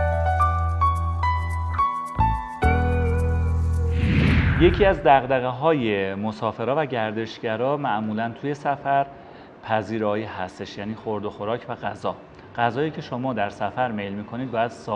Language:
Persian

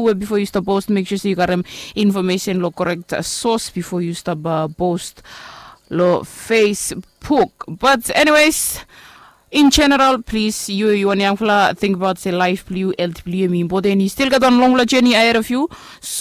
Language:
Bislama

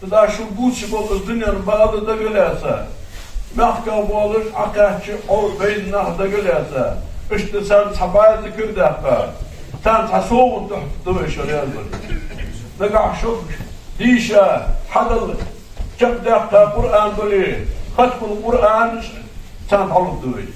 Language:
Ingush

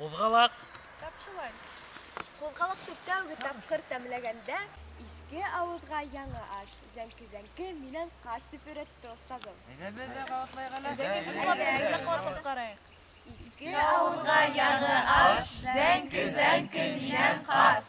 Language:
Bashkir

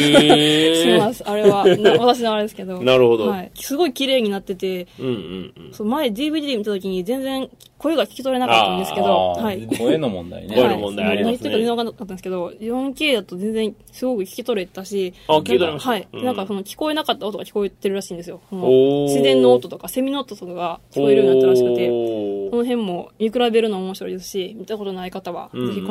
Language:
Japanese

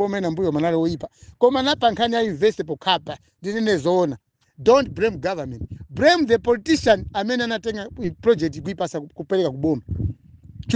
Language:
Nyanja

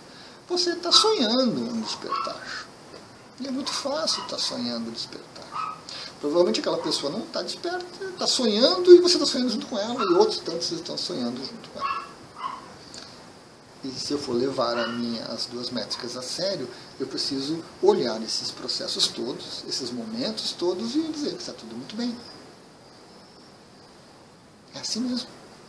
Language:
Portuguese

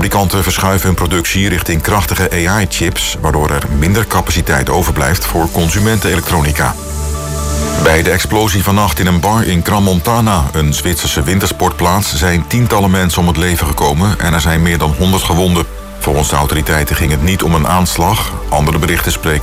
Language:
Dutch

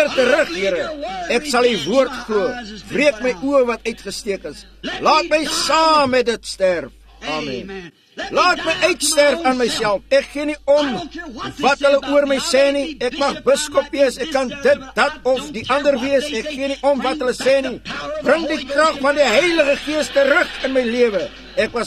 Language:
Afrikaans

